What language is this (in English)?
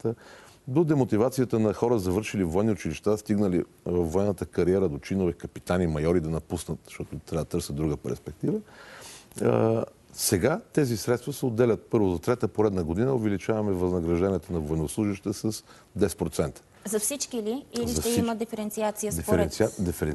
Bulgarian